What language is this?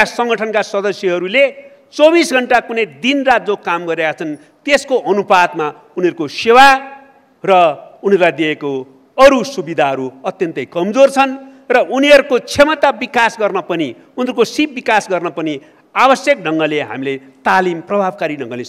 Nepali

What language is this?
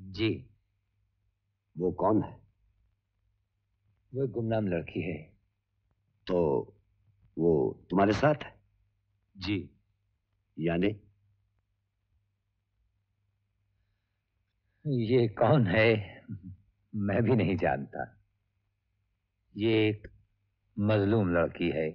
Hindi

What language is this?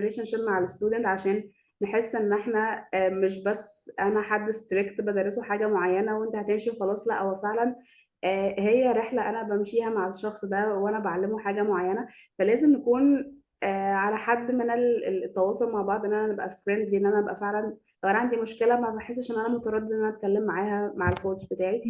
Egyptian Arabic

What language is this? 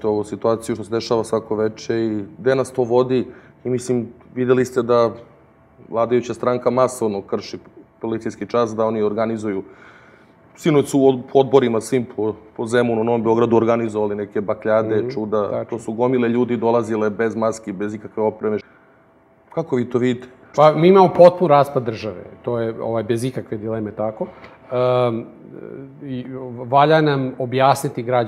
Serbian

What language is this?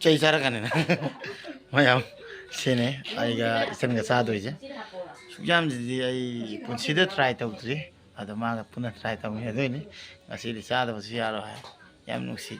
Manipuri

